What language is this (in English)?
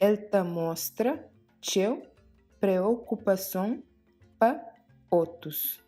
Kabuverdianu